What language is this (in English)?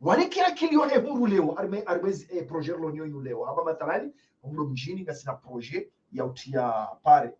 Ngazidja Comorian